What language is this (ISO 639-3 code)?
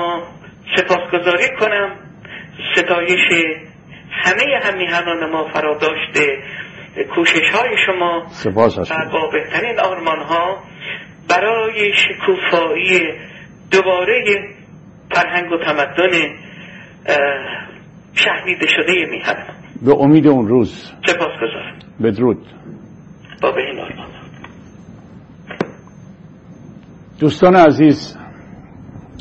fas